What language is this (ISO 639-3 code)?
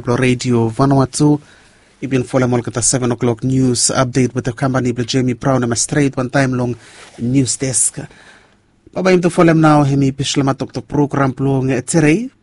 bis